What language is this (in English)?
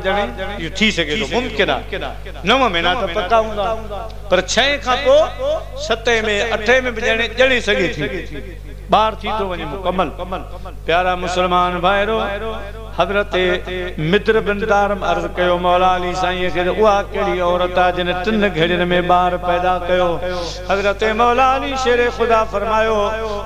Sindhi